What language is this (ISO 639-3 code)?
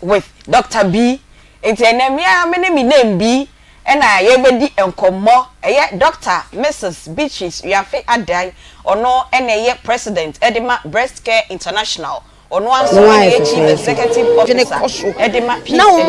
aka